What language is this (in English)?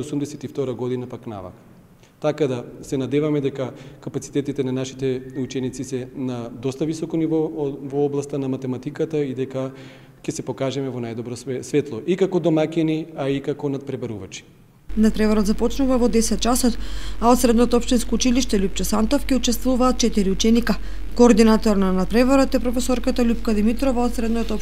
Macedonian